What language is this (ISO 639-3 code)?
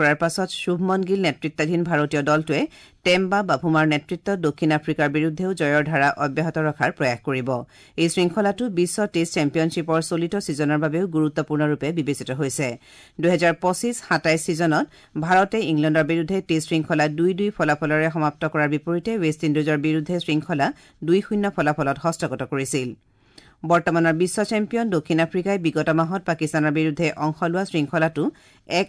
asm